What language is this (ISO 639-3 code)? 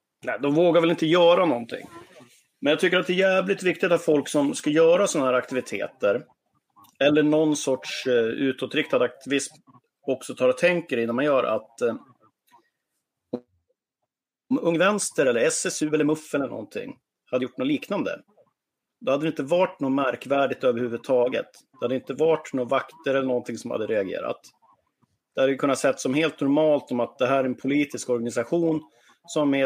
swe